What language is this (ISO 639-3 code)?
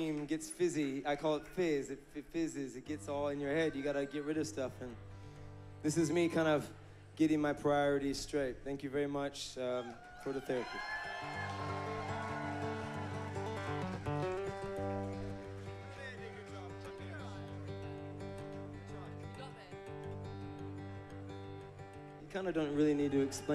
eng